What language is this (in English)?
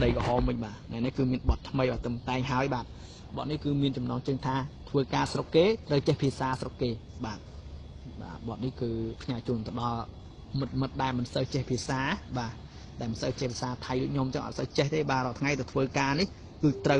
Khmer